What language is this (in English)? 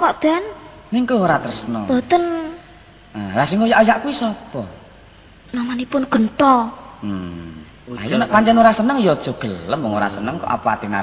Javanese